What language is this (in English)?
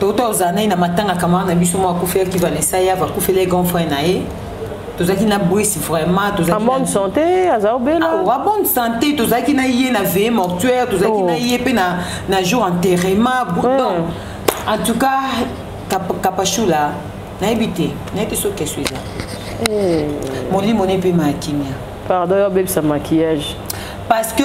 Lingala